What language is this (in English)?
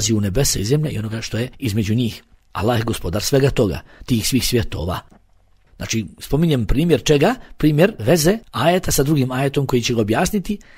Bosnian